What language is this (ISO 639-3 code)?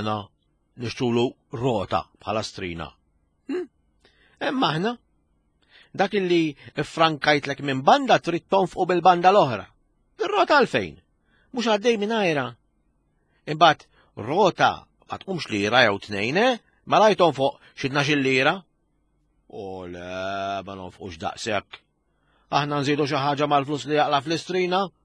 mlt